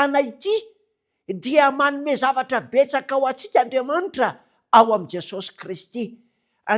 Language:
Malagasy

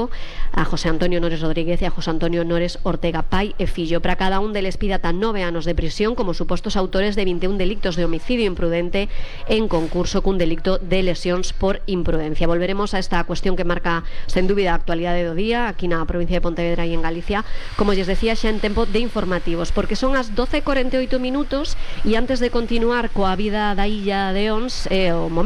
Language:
Galician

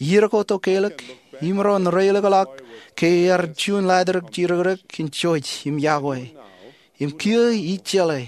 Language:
Marshallese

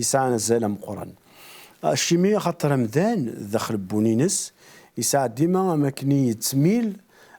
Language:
Kabyle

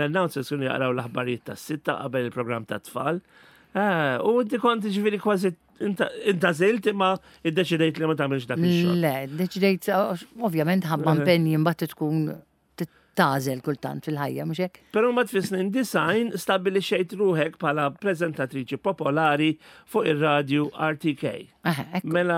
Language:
Maltese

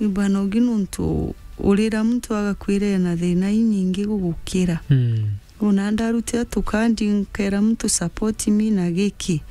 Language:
Meru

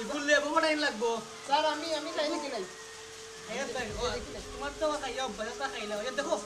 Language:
Sylheti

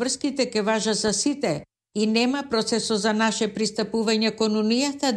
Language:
Macedonian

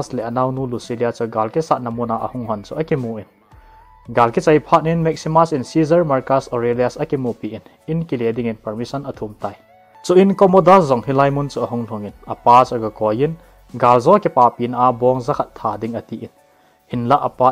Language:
Thado Chin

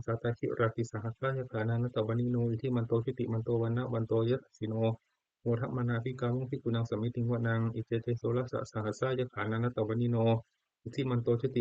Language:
Pali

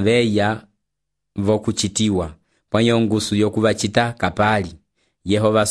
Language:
Umbundu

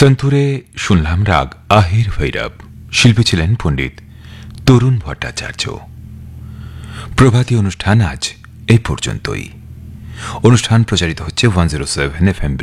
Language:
Bangla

